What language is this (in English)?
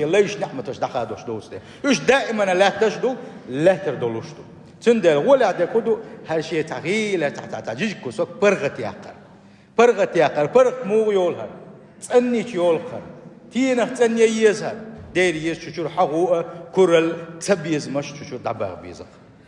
Chechen